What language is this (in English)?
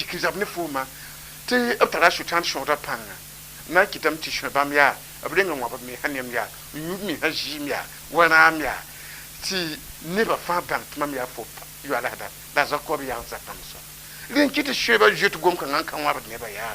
Mossi